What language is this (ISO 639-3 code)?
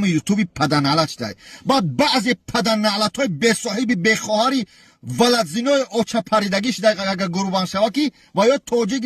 tgk